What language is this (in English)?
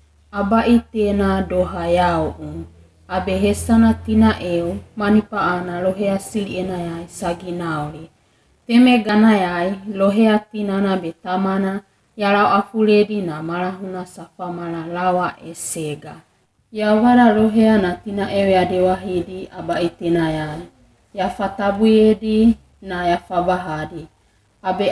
Wagawaga